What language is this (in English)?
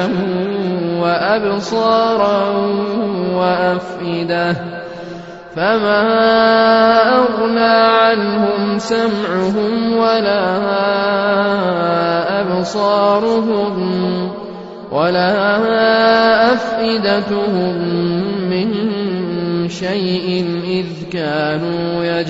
Arabic